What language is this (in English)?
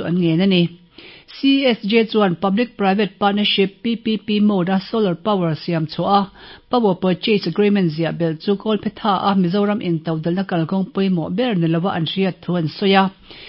Mizo